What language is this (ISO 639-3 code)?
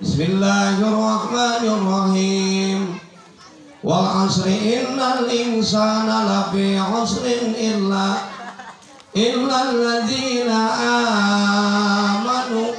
sun